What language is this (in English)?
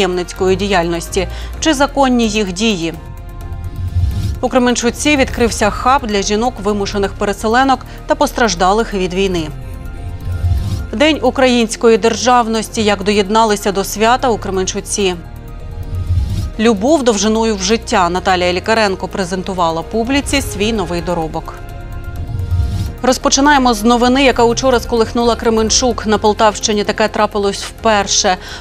Ukrainian